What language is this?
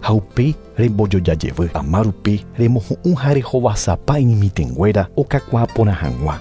Guarani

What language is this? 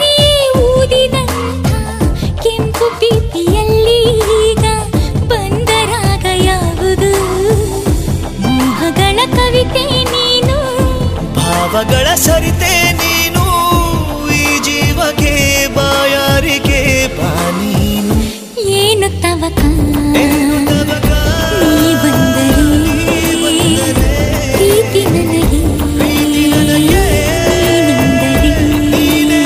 Kannada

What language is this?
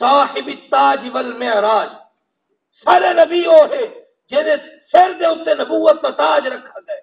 Saraiki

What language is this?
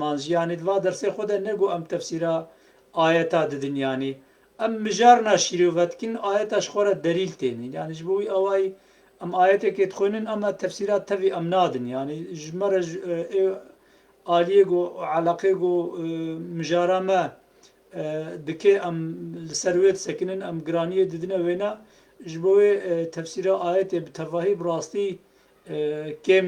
Kurdish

